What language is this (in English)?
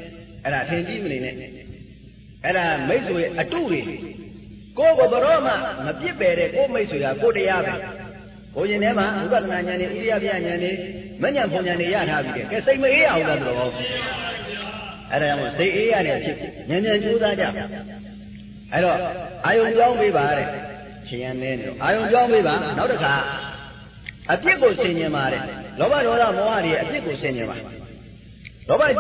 Burmese